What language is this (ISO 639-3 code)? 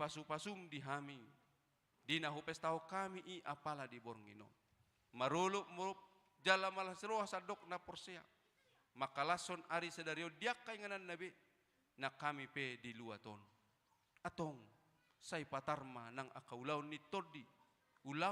bbc